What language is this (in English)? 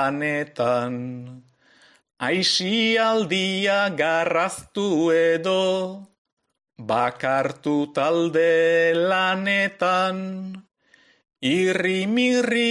Basque